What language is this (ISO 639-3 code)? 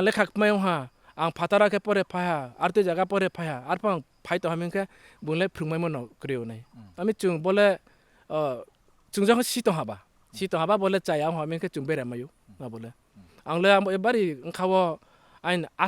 ria